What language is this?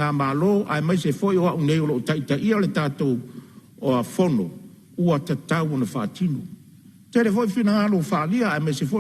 Samoan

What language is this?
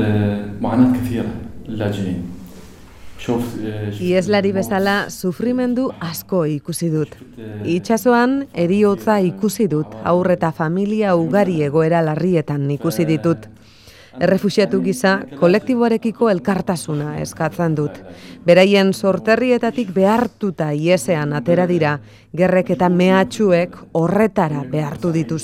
Basque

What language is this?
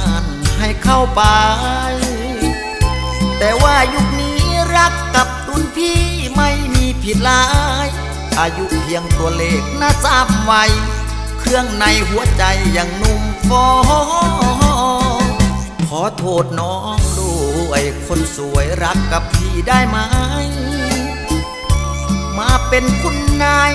Thai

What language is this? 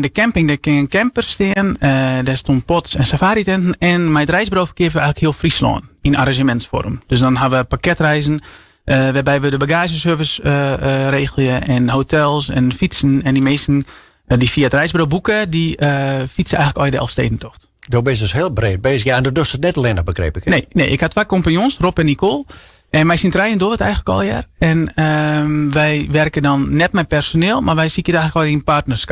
Western Frisian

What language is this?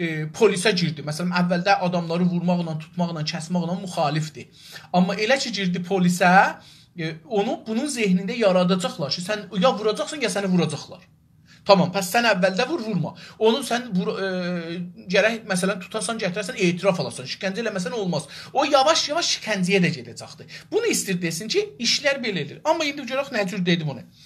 South Azerbaijani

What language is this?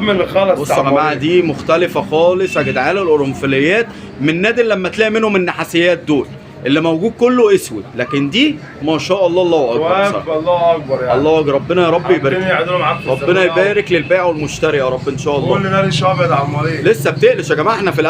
Egyptian Arabic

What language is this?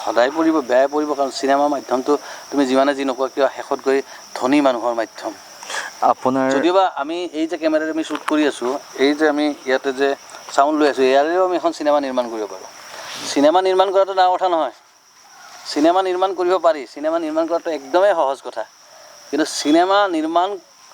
Assamese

